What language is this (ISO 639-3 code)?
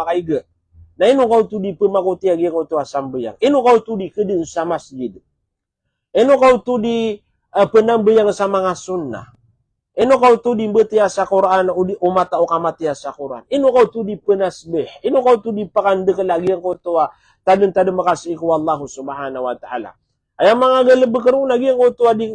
mrw